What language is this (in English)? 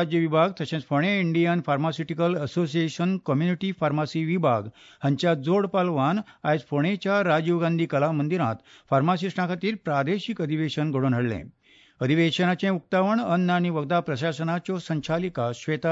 Konkani